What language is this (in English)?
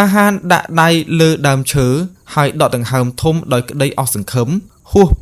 Khmer